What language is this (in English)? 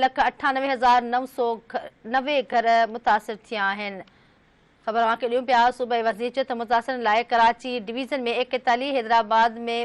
Sindhi